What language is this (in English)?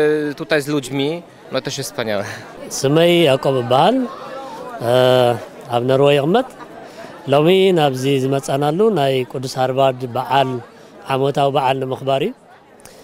Norwegian